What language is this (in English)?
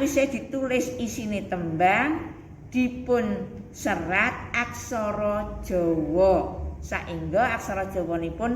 Javanese